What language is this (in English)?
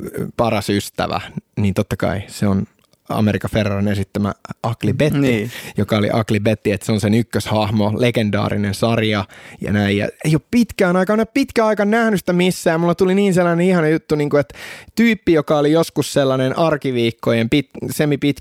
Finnish